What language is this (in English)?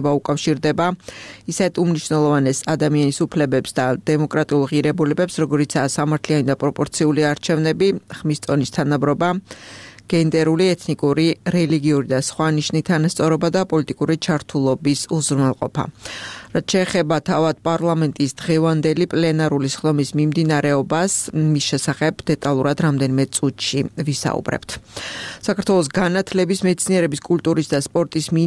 Georgian